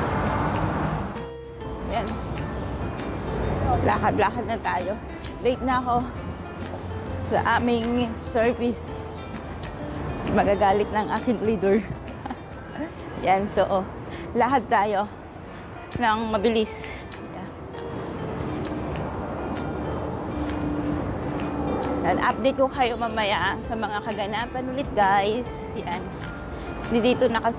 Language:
Filipino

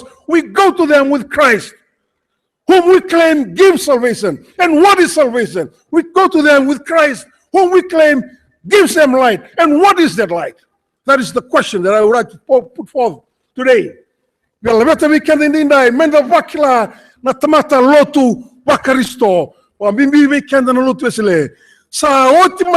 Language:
Fijian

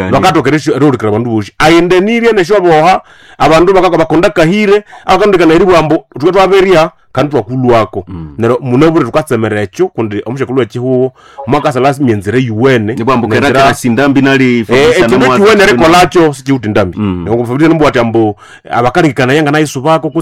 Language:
Nande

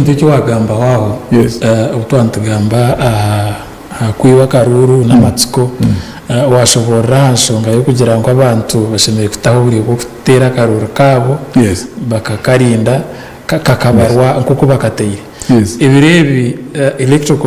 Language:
Nyankole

